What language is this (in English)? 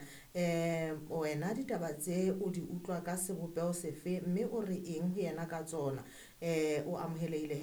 Southern Sotho